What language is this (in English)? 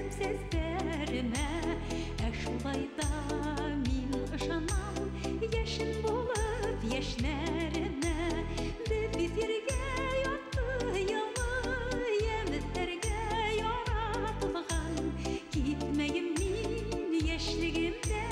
Bashkir